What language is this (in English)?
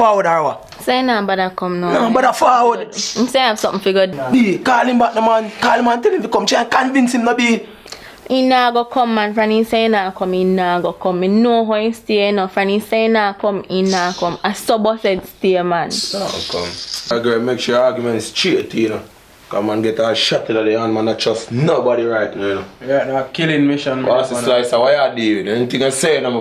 Jamaican Creole English